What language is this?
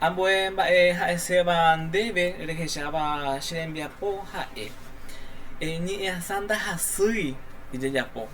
Guarani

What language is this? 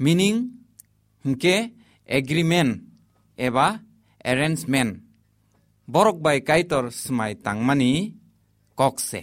Kok Borok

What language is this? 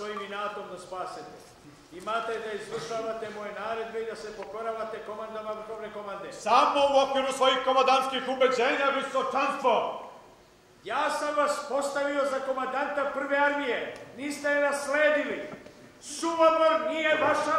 Serbian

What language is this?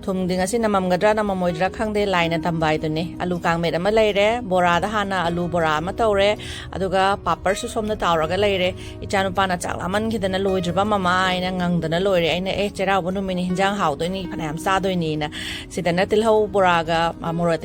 Manipuri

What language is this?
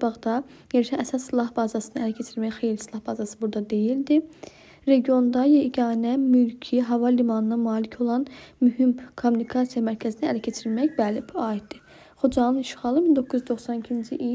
Azerbaijani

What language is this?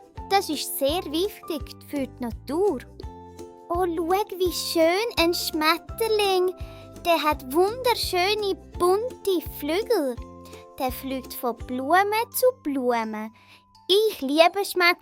Swiss German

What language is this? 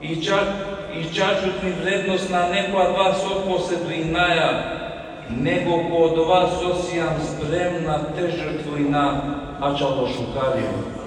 Balkan Romani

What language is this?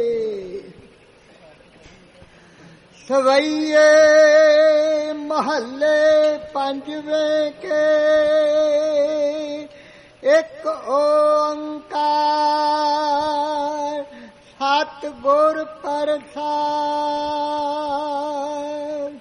Punjabi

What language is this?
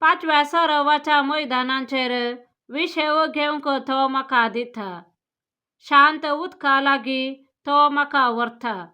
Konkani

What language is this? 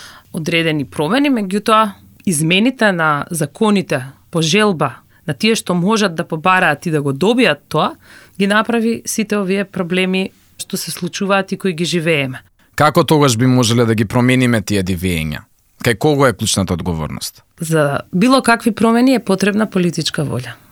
Macedonian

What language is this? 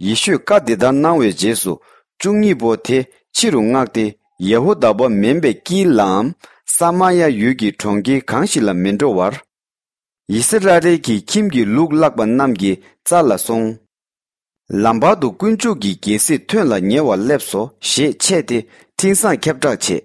Tibetan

